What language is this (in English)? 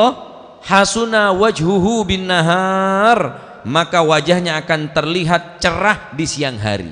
Madurese